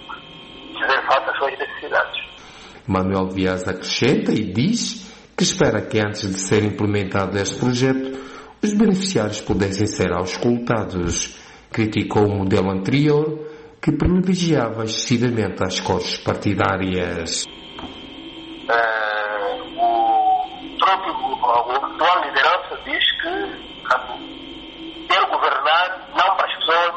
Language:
Portuguese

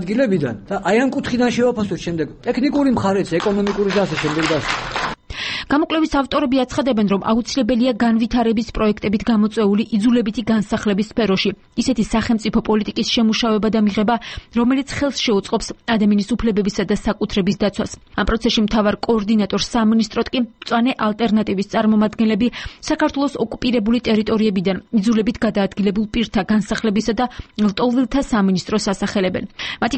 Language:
Georgian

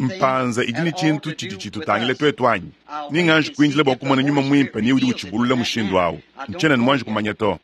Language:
Luba-Lulua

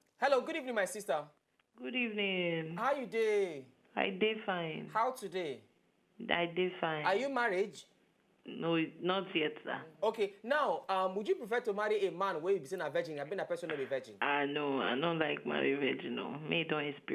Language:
Nigerian Pidgin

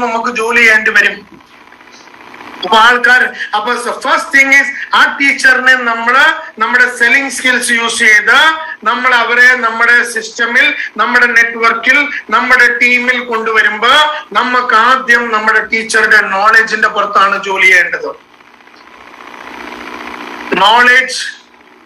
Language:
Malayalam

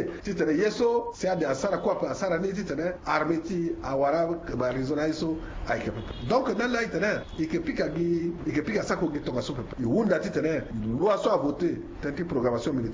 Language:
Sango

